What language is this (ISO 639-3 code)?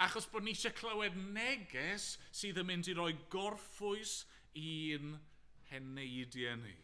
cym